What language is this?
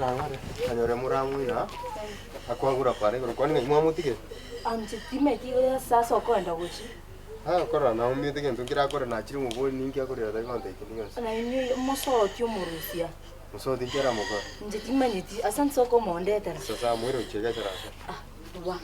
Gusii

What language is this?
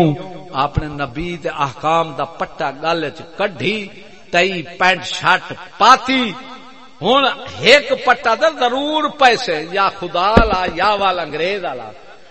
Saraiki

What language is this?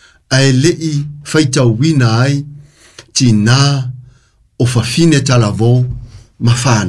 Samoan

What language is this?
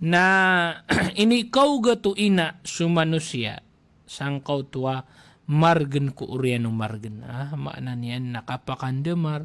Maranao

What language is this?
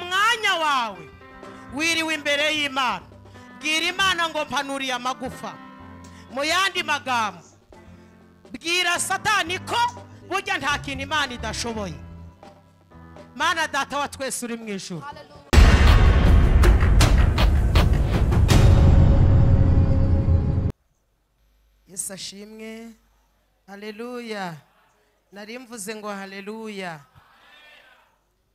Kinyarwanda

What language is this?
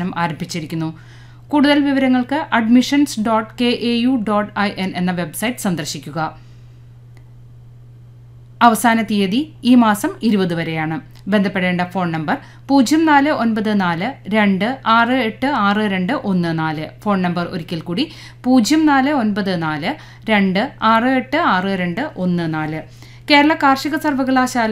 Malayalam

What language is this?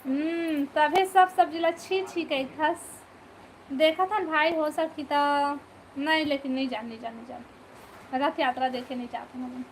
Chhattisgarhi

